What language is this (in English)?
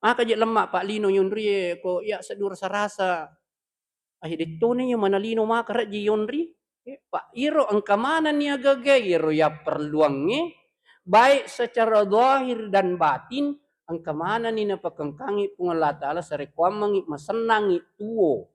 Buginese